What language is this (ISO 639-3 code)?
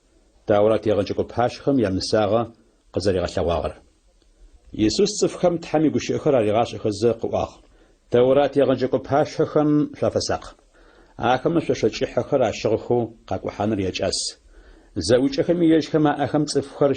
ady